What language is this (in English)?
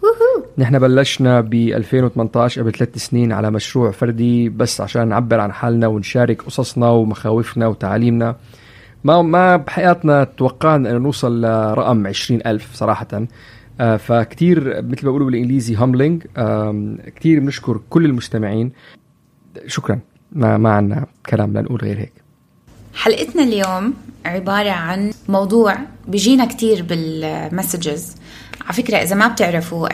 North Levantine Arabic